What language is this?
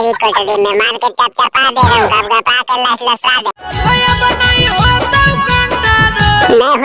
Magahi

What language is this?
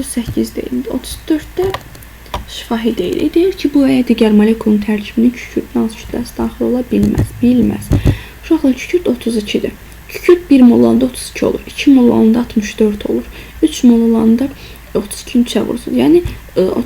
Azerbaijani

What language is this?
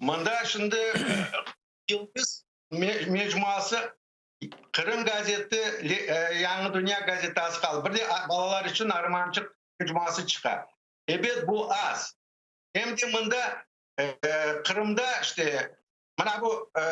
Crimean Tatar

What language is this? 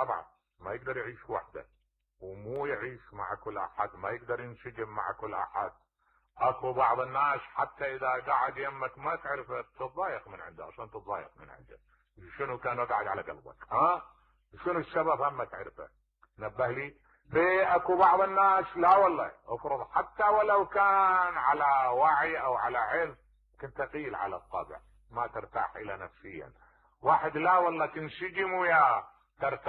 Mesopotamian Arabic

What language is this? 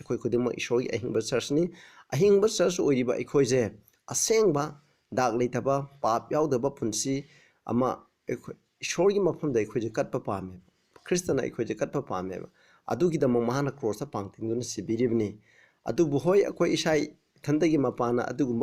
Manipuri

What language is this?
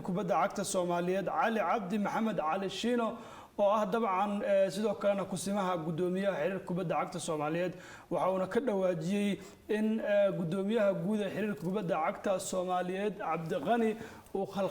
Somali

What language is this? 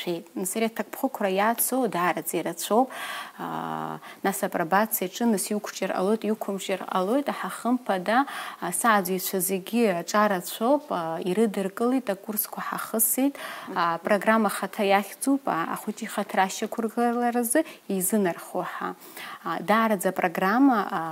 Abkhazian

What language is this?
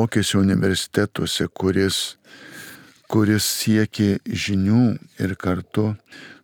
Lithuanian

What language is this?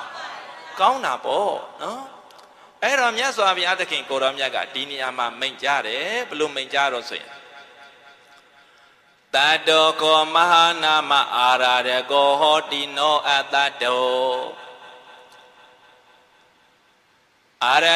Burmese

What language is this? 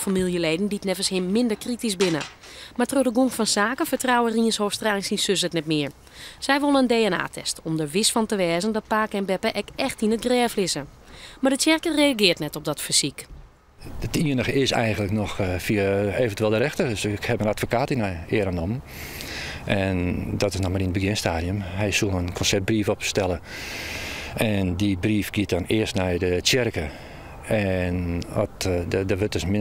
Western Frisian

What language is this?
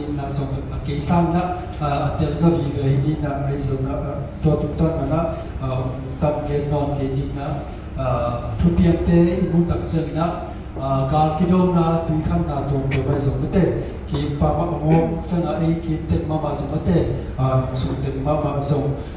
Tedim Chin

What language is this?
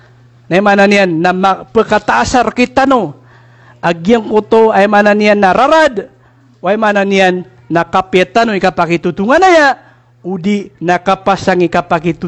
Maranao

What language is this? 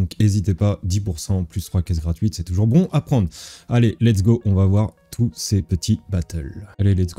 French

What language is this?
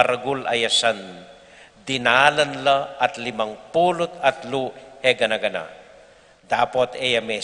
Pampanga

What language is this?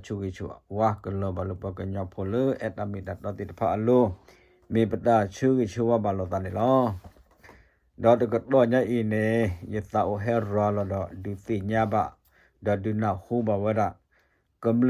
S'gaw Karen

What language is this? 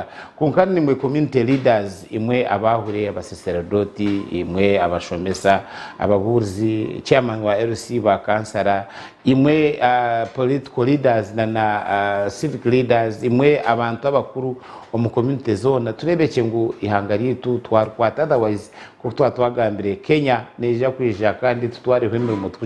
Nyankole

